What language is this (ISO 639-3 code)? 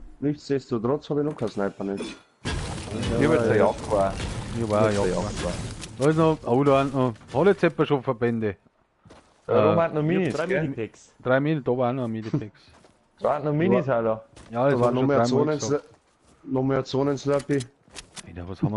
bar